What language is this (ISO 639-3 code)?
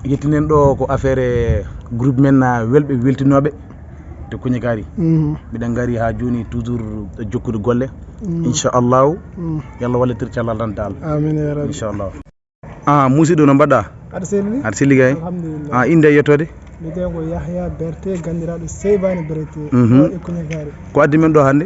ful